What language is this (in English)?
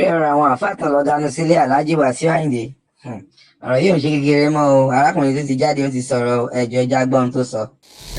Yoruba